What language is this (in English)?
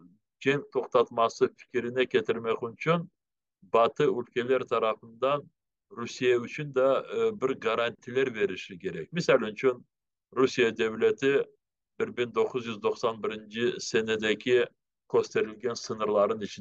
Crimean Tatar